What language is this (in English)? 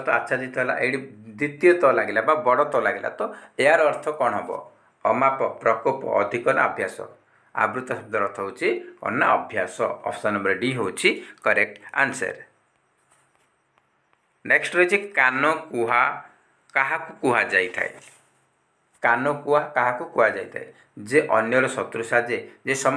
Odia